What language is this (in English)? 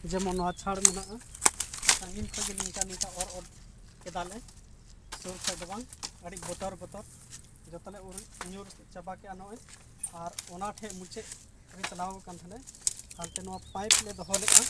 Santali